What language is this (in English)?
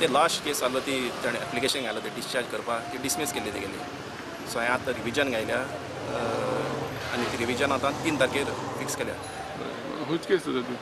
Konkani